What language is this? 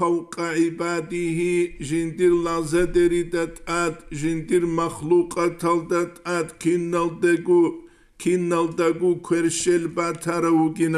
Avaric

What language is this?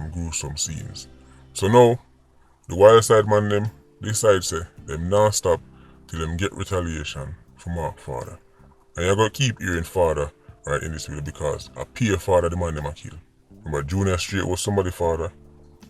Jamaican Creole English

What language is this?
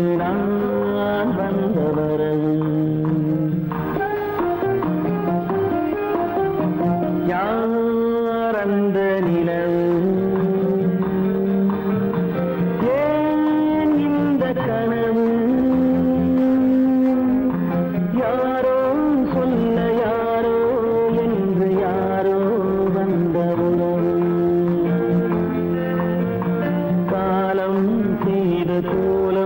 Tamil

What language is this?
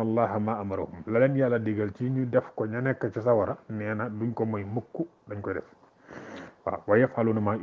Wolof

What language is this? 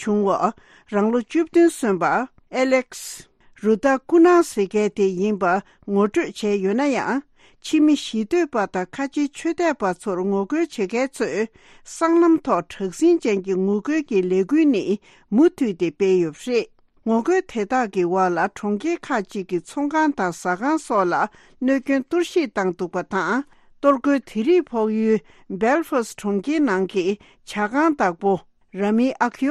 Tibetan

